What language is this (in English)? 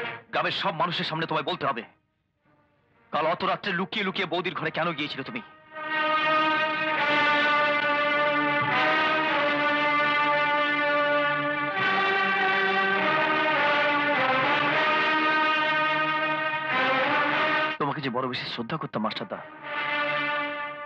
Bangla